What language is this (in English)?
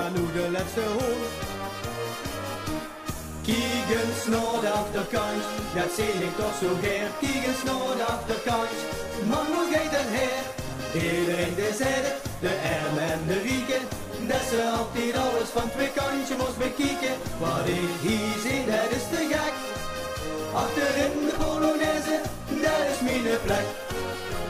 Dutch